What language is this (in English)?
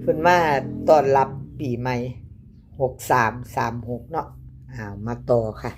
Northeastern Thai